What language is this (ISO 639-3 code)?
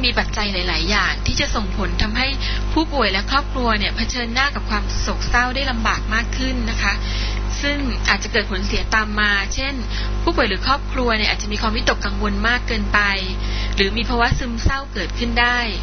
tha